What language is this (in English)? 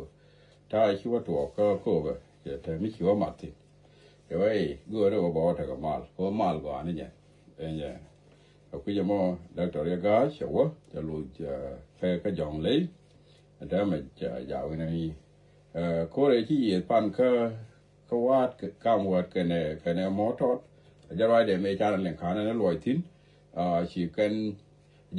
Nuer